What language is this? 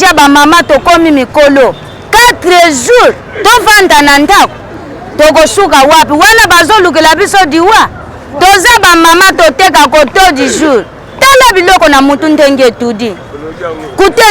Lingala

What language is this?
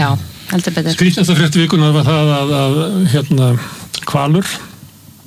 Icelandic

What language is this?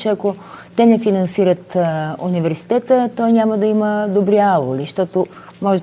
Bulgarian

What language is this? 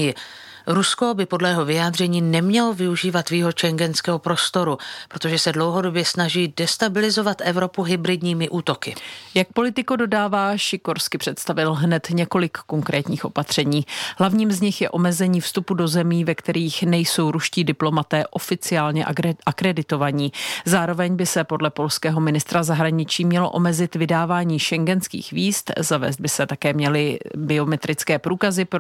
Czech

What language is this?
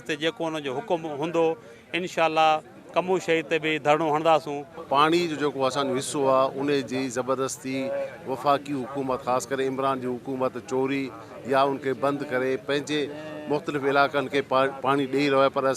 Sindhi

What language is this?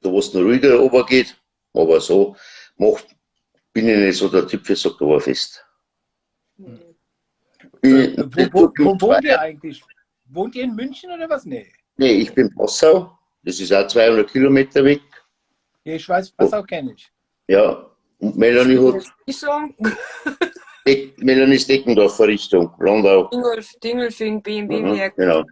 Bavarian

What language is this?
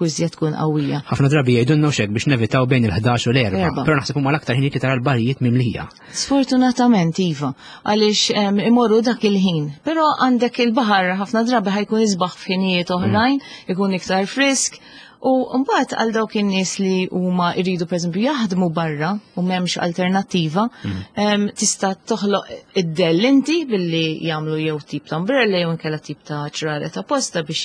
Maltese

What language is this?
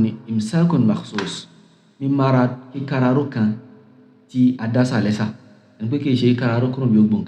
Yoruba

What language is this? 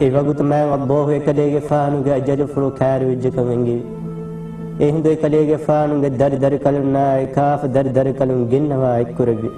Divehi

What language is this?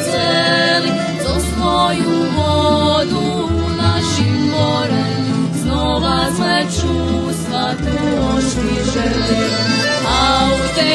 Rusyn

